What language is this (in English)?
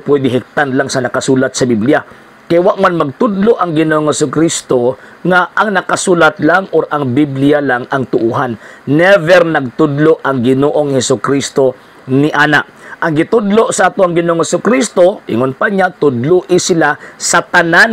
Cebuano